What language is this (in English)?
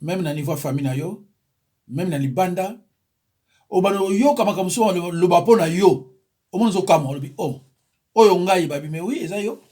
Lingala